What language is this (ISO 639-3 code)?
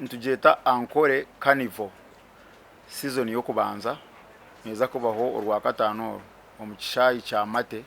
nyn